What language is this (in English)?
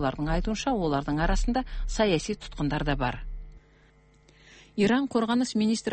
Kazakh